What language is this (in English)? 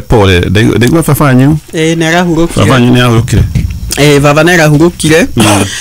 Kikuyu